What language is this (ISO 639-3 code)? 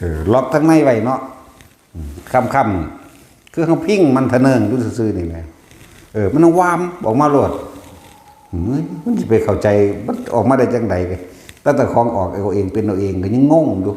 tts